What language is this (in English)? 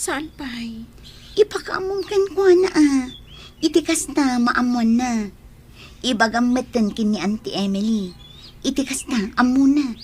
Iloko